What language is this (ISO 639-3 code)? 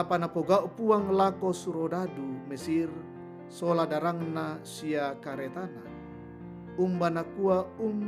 sda